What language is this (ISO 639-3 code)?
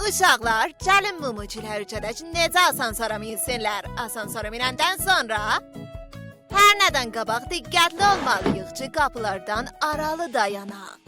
azb